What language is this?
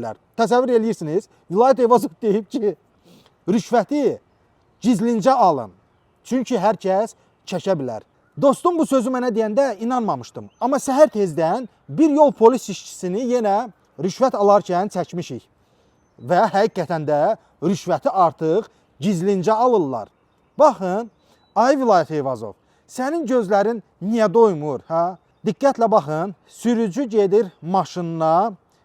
Azerbaijani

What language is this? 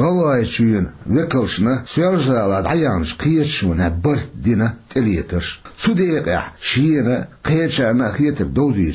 Chechen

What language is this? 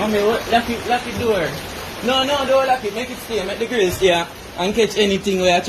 Jamaican Creole English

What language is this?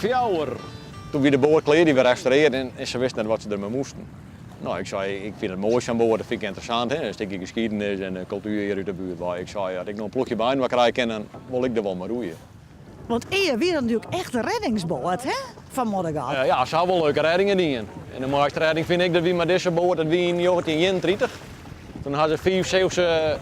Western Frisian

